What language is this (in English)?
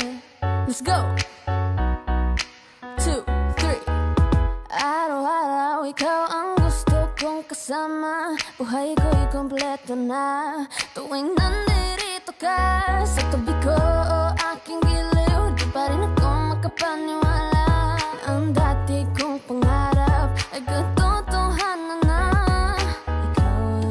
Filipino